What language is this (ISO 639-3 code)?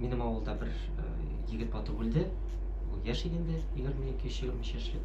tat